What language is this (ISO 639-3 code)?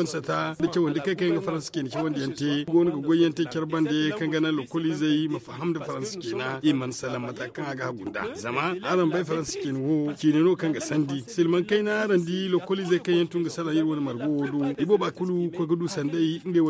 dje